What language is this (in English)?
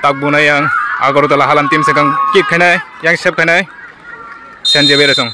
Kok Borok